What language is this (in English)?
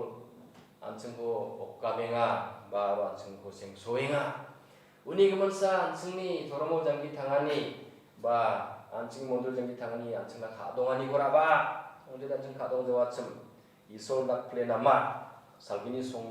Garo